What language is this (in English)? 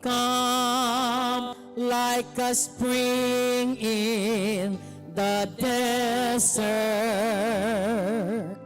Pampanga